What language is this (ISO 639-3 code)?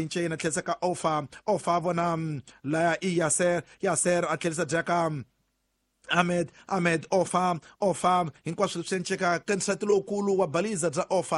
tso